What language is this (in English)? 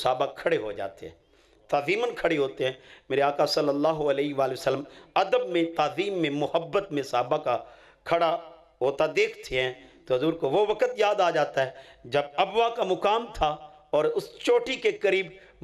Urdu